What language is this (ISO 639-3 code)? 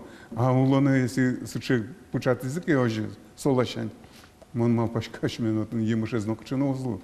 udm